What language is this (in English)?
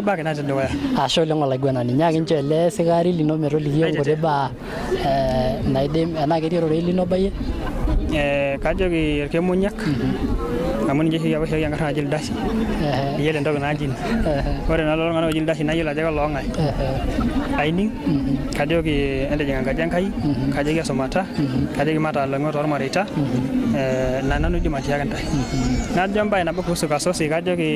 Masai